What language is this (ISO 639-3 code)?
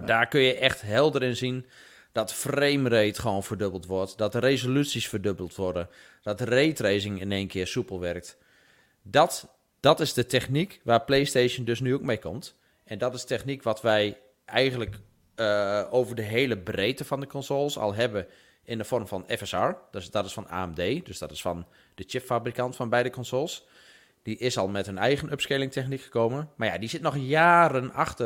nld